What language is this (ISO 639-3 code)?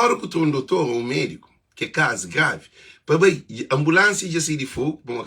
kea